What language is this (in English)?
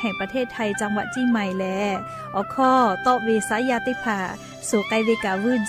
Lahu